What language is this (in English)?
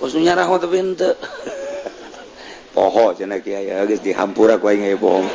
Sundanese